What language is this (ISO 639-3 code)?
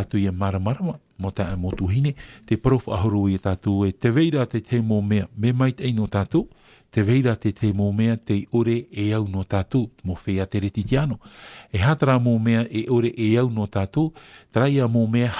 tah